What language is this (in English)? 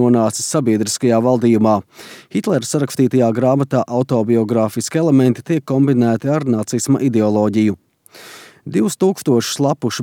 Latvian